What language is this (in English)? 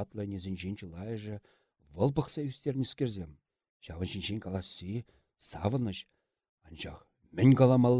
Chuvash